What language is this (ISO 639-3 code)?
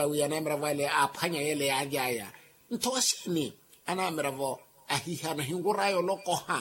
vmw